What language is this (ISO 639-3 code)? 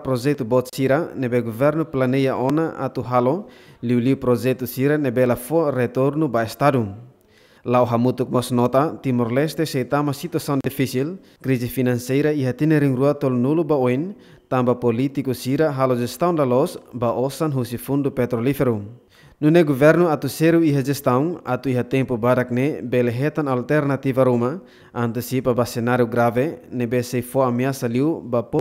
tet